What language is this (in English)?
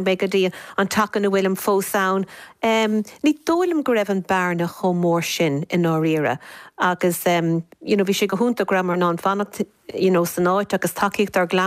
Irish